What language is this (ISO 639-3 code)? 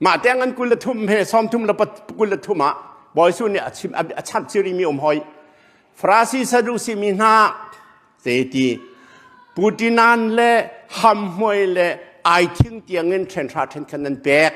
cnh